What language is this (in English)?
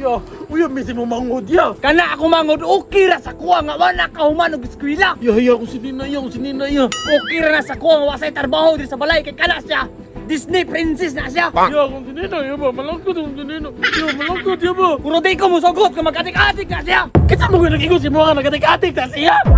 Cebuano